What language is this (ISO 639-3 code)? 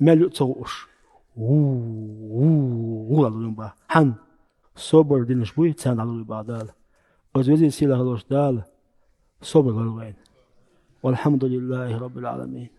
che